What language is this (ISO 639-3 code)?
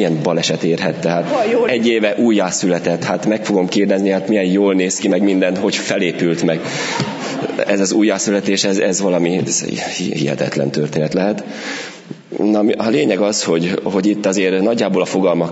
hun